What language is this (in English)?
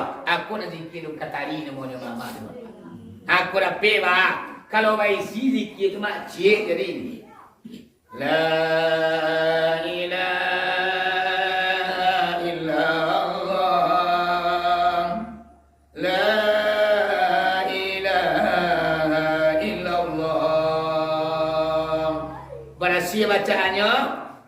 Minangkabau